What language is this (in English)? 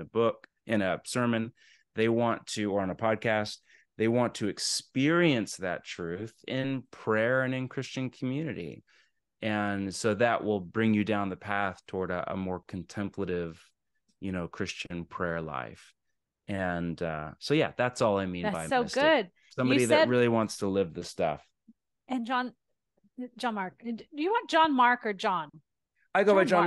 English